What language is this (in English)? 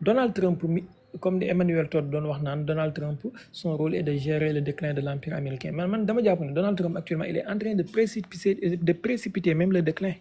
Wolof